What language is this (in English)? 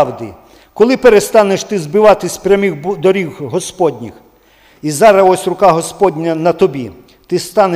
Ukrainian